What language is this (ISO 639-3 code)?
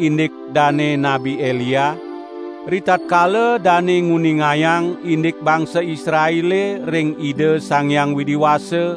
ban